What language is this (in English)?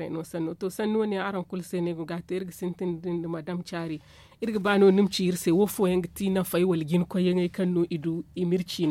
Zarma